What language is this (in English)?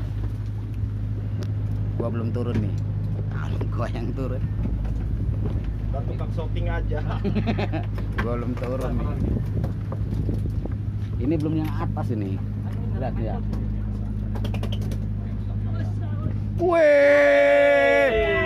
Indonesian